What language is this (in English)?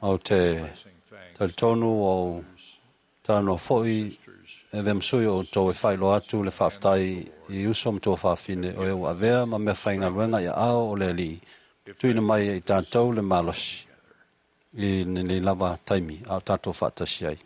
Samoan